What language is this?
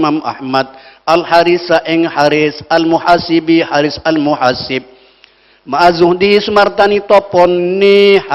Madurese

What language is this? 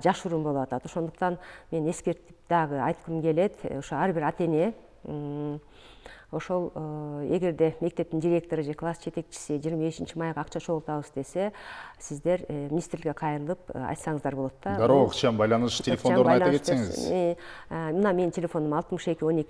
Kyrgyz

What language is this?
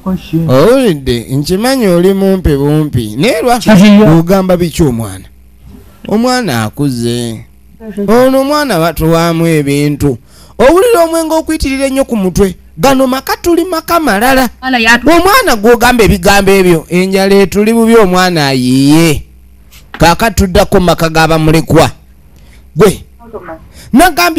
Ganda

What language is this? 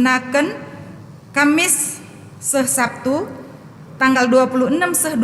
Batak Karo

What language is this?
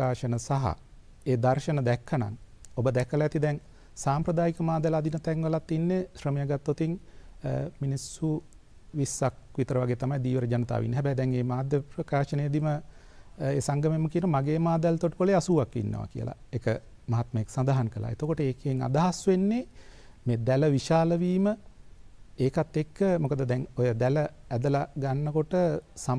Sinhala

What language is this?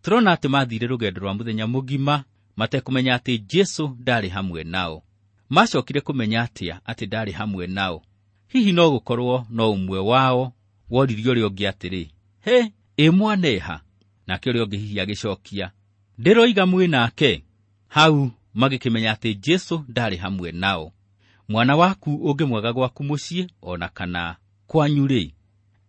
Kikuyu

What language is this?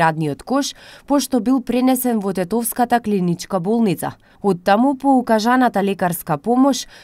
Macedonian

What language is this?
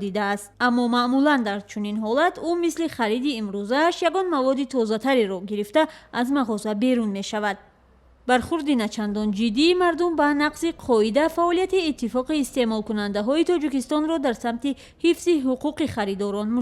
Tajik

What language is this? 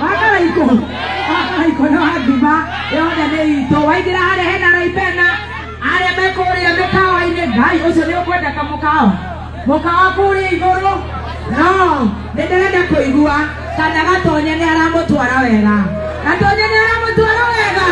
Kikuyu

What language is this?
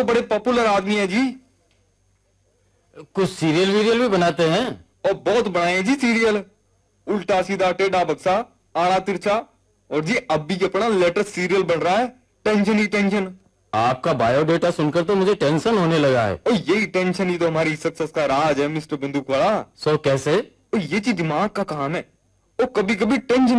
Hindi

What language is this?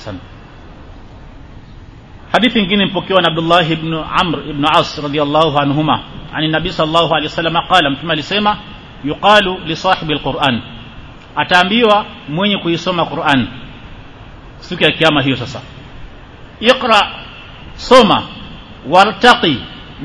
Swahili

